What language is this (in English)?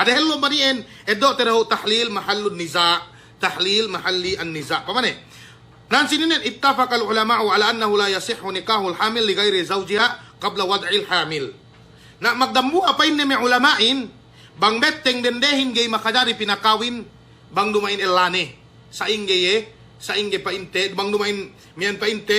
Yakan